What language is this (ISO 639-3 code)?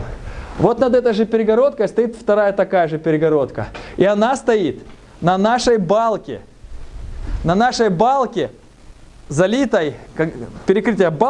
rus